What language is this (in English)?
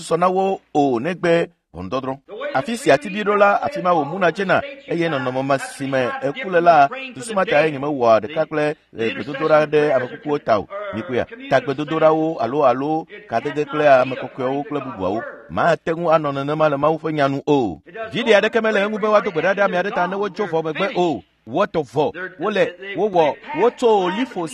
Ewe